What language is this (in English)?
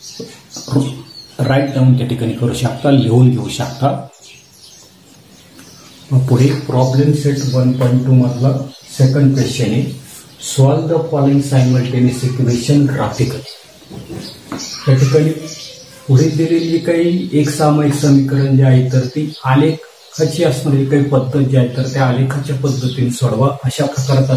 Marathi